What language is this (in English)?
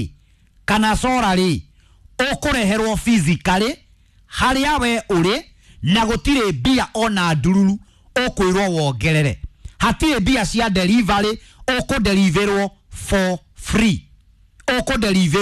Kikuyu